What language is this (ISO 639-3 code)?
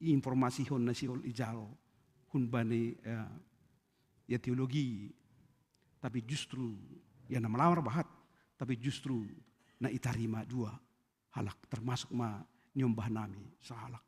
bts